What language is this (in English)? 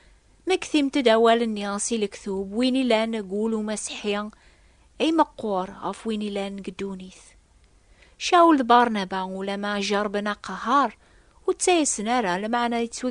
Kabyle